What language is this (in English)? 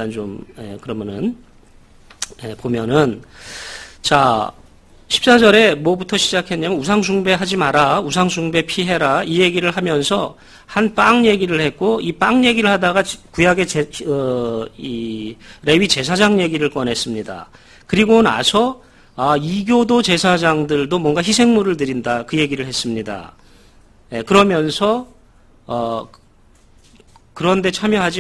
Korean